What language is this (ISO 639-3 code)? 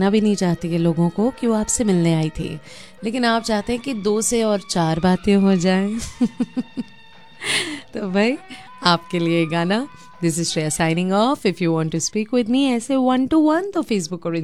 hin